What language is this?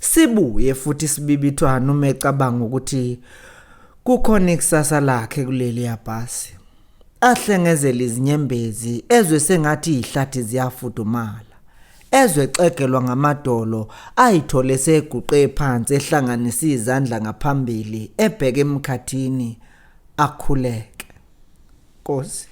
Zulu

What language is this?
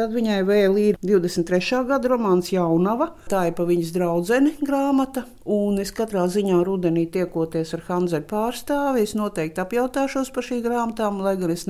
Latvian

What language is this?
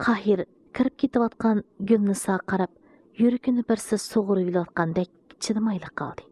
Uyghur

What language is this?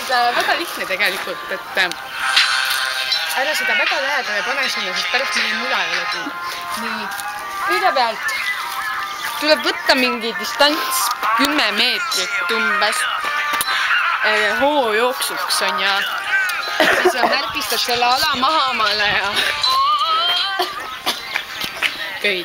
Estonian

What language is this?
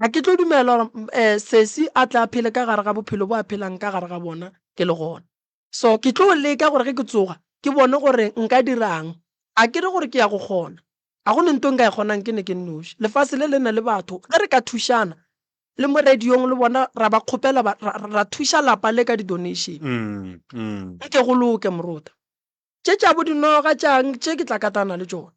Northern Sotho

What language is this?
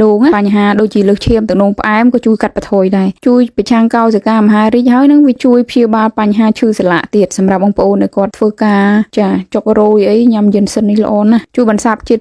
Khmer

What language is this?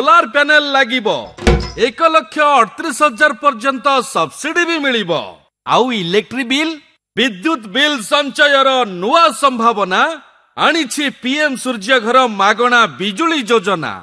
Odia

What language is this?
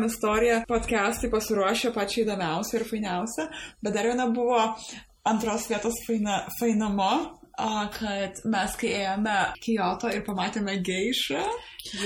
Lithuanian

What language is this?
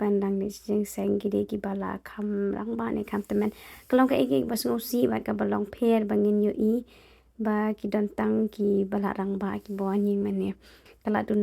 Khasi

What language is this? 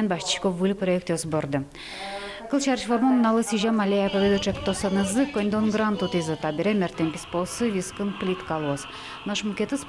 Udmurt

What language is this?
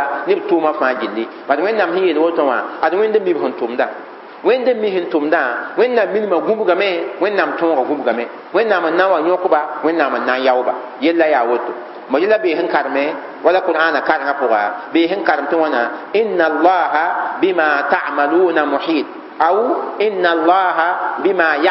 Mossi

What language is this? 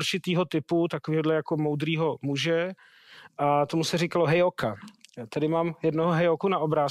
Czech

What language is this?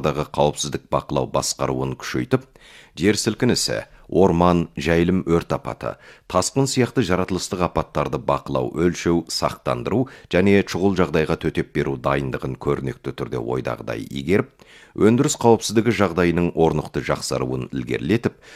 Kazakh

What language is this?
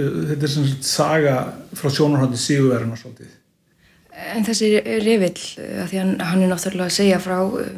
Icelandic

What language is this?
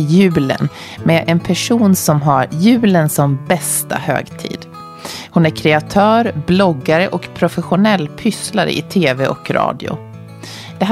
Swedish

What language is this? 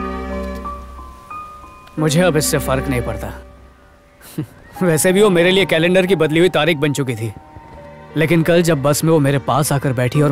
Hindi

